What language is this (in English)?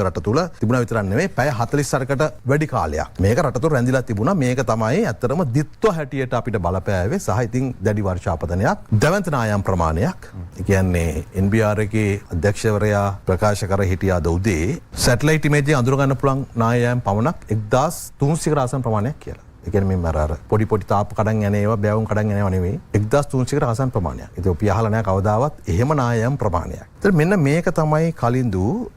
Sinhala